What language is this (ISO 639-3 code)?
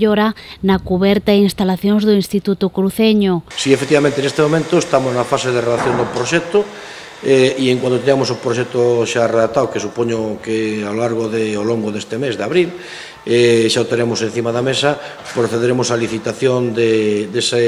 glg